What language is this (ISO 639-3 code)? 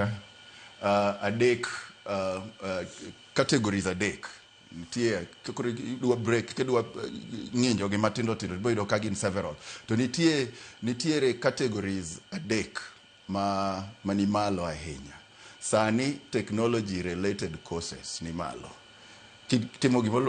luo